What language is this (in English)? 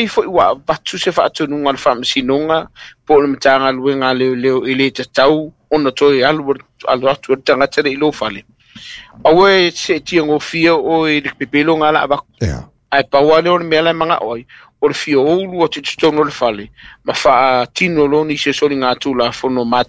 Samoan